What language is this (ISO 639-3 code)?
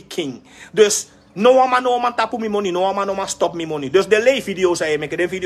srn